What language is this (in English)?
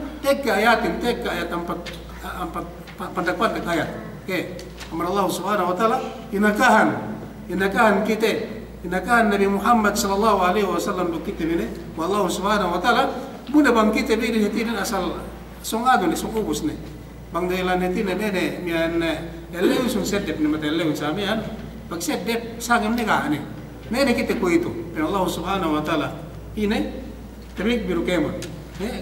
Yakan